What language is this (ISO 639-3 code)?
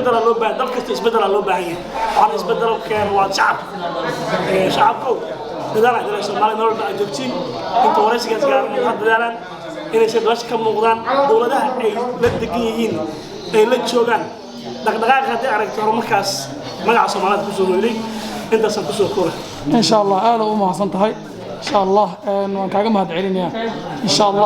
som